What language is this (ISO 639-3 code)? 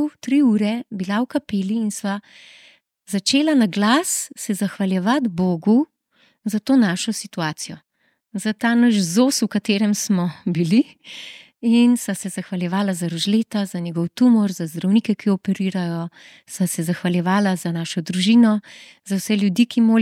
slv